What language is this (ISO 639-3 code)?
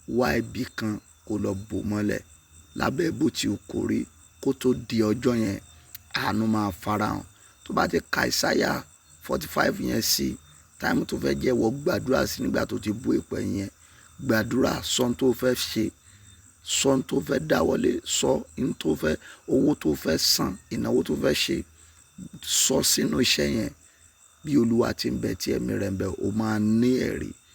yor